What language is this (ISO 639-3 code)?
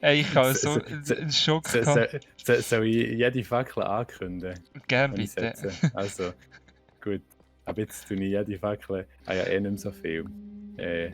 gsw